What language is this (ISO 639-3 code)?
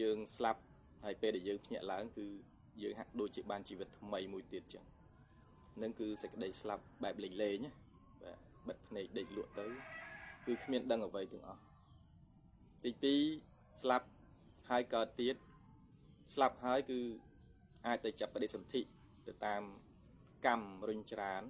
khm